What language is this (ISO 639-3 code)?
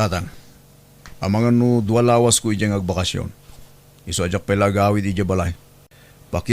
ilo